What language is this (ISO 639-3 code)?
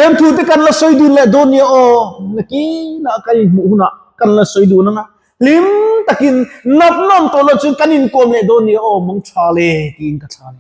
lus